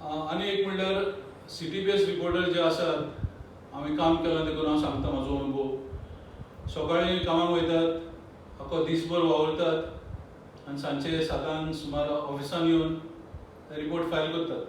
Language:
Konkani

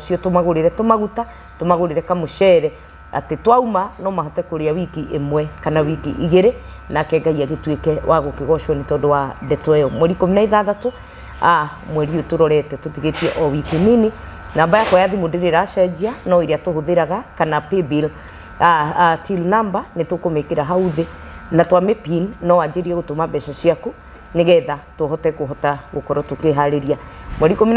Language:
Kikuyu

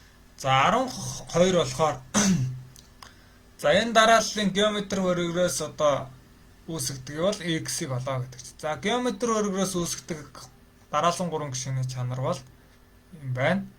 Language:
Mongolian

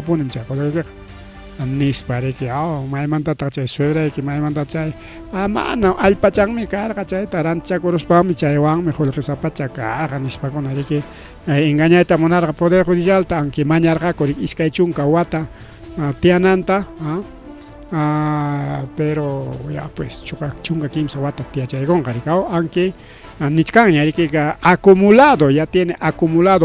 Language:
Ayacucho Quechua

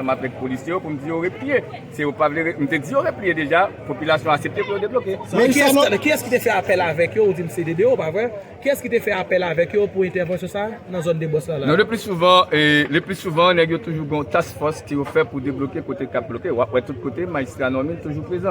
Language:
Haitian Creole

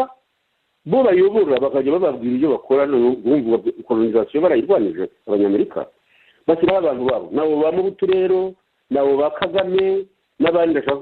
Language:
Kinyarwanda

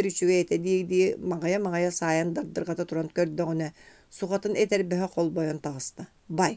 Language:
Yakut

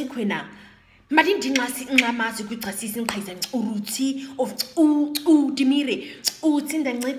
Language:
Nama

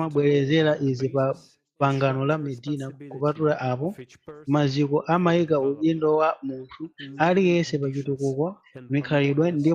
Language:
Nyanja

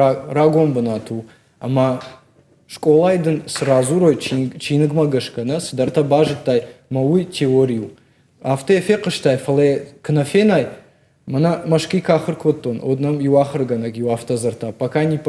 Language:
Ossetic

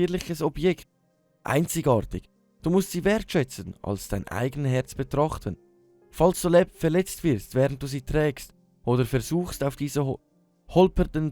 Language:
Swiss German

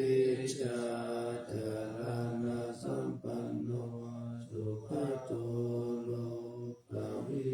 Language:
Pali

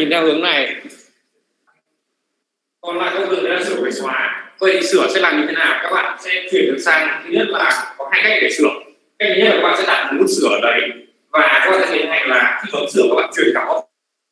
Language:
Vietnamese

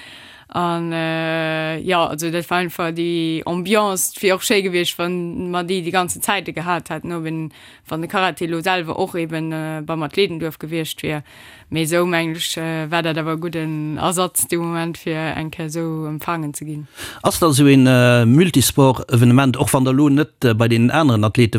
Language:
Luxembourgish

